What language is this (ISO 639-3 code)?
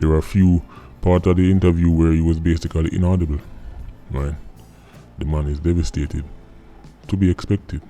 jam